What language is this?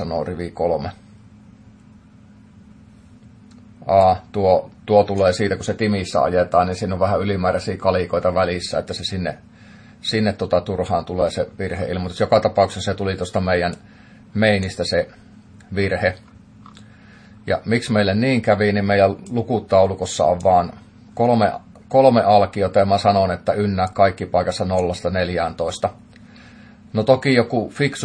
Finnish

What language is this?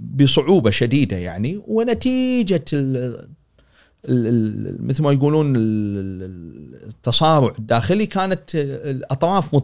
Gulf Arabic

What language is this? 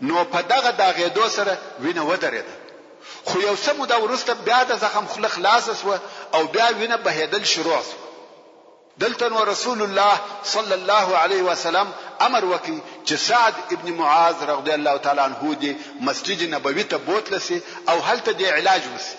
Pashto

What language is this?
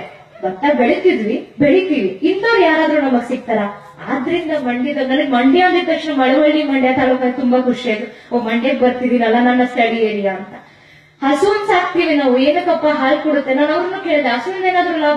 Kannada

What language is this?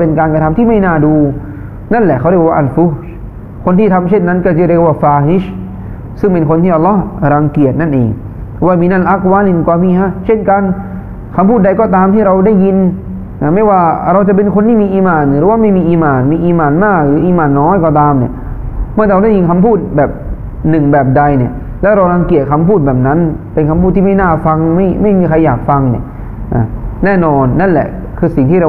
Thai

